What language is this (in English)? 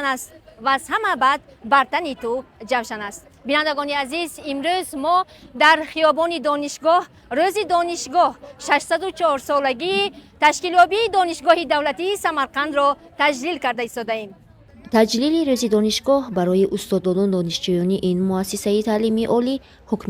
Tajik